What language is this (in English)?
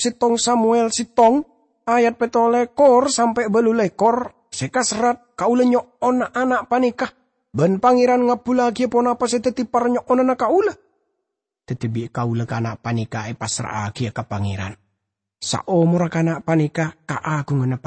Madurese